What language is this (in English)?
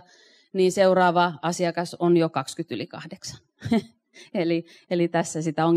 Finnish